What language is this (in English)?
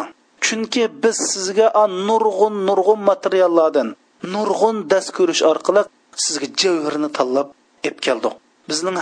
Uyghur